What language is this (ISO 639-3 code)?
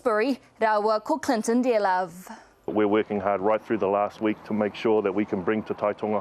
mri